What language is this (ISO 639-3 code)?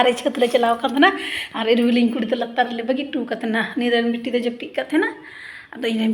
sat